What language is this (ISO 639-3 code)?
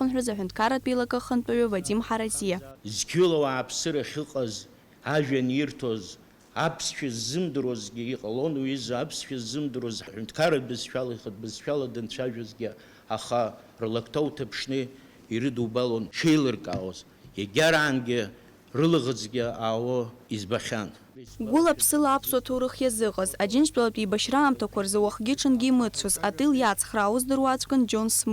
abk